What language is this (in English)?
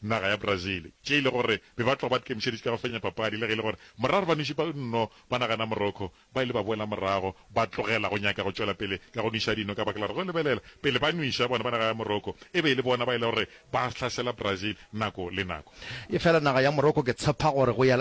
Northern Sotho